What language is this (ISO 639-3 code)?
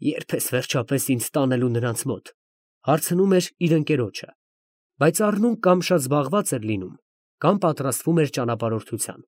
hye